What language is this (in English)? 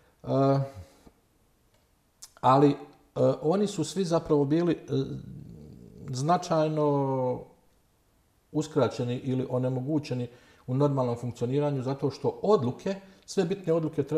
Bosnian